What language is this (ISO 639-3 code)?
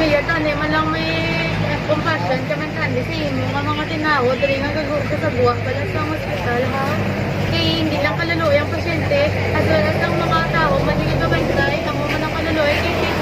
hil